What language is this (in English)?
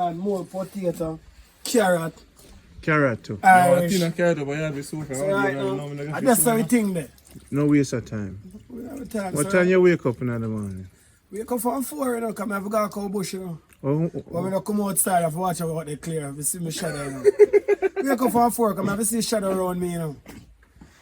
Jamaican Creole English